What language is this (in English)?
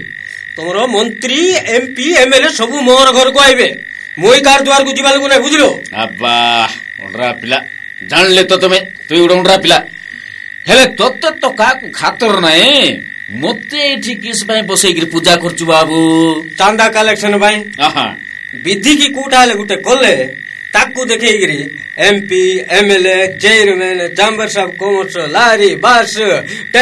Odia